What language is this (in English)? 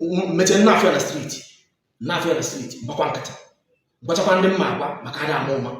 Igbo